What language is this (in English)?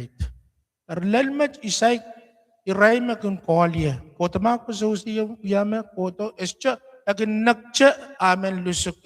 Pohnpeian